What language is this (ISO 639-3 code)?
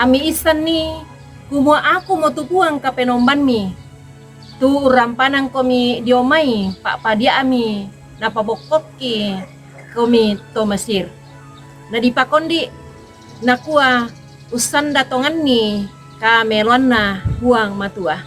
sda